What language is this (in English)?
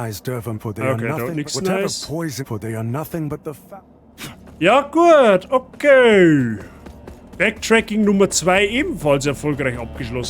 Bavarian